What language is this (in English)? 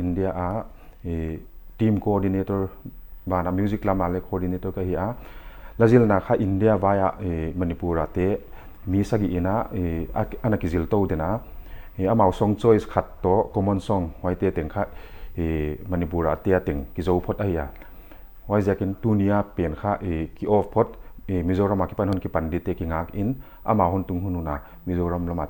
Paite Chin